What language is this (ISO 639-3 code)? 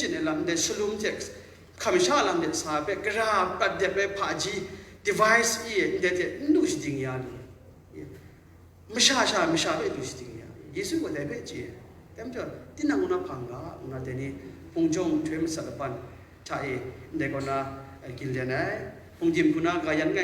kac